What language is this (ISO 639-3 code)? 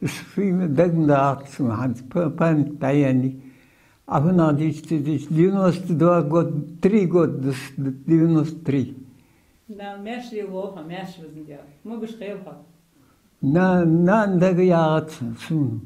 inh